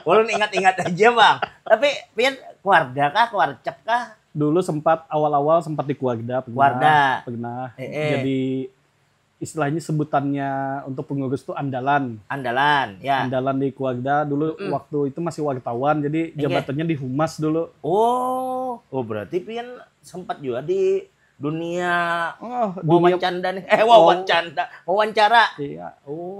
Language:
Banjar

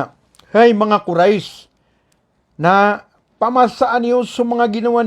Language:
Maranao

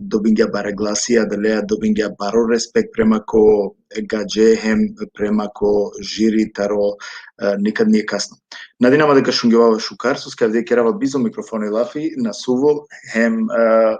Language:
Balkan Romani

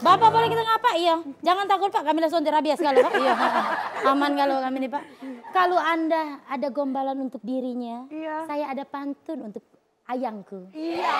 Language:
Musi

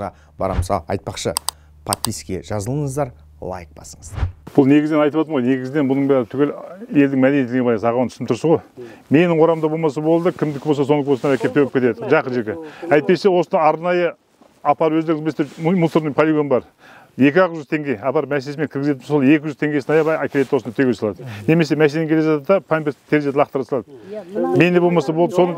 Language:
Kazakh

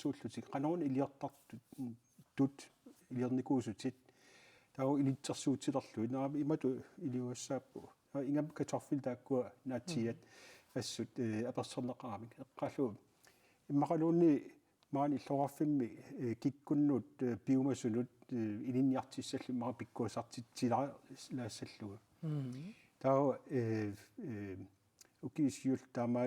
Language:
Kalaallisut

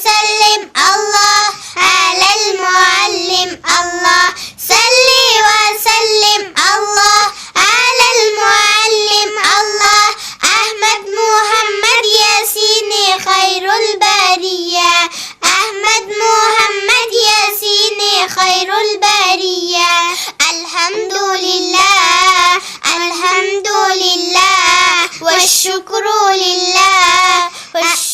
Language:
Persian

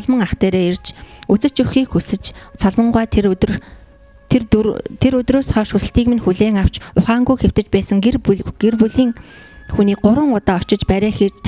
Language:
Mongolian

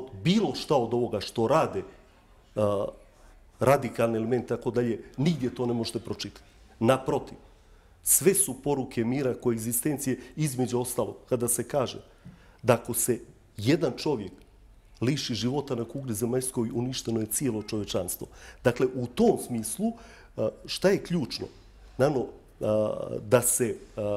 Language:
Bosnian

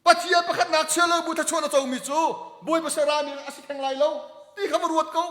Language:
Hakha Chin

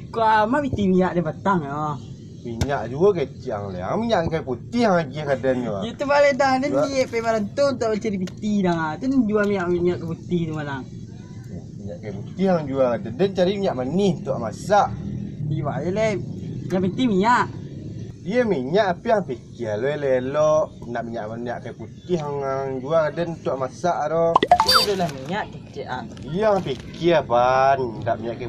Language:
Minangkabau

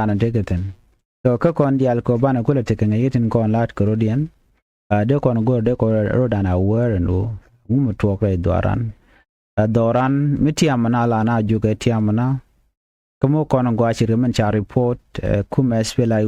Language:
Nuer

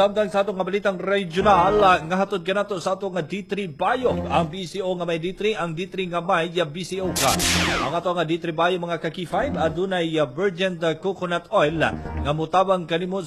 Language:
Cebuano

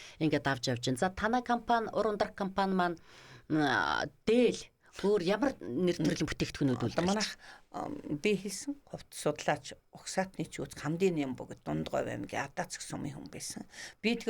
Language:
Mongolian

